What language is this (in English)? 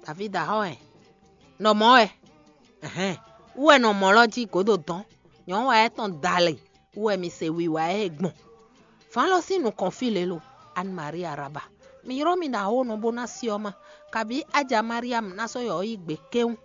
Fon